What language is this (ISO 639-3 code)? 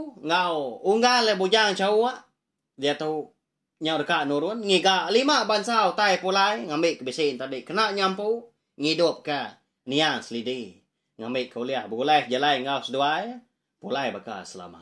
iba